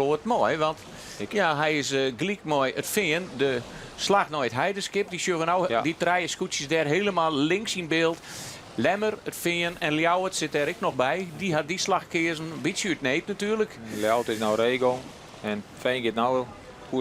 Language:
Western Frisian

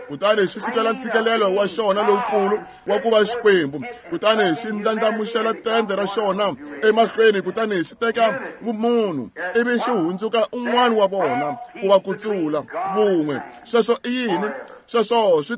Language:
Tsonga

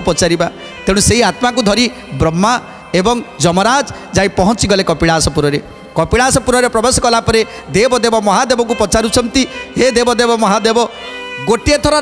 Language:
Odia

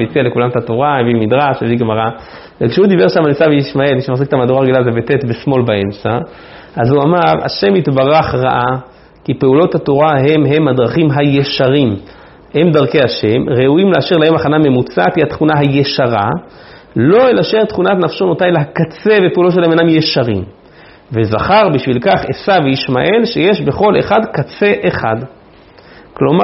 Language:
Hebrew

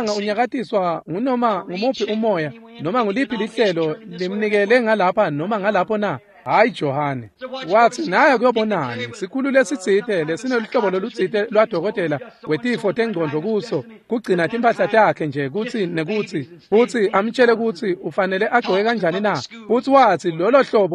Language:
Swati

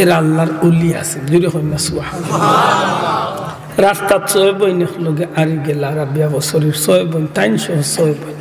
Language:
Sylheti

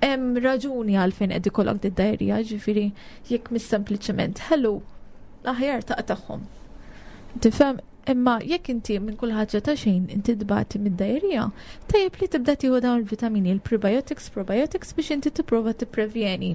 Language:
Maltese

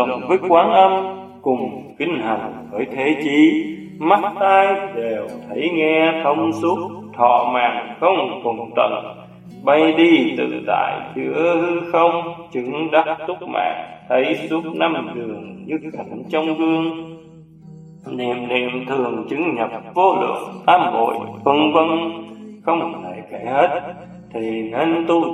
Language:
Vietnamese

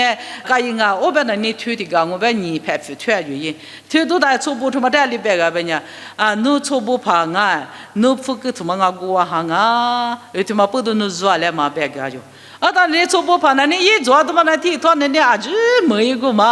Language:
Lisu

